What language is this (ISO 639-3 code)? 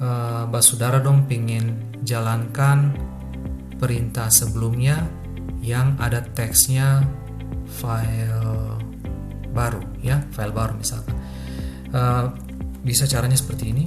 abs